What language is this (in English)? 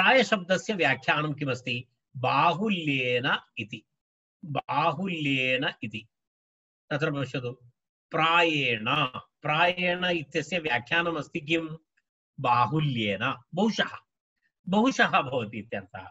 Sanskrit